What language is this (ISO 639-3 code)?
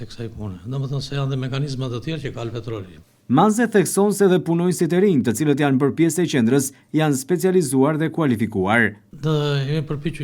sqi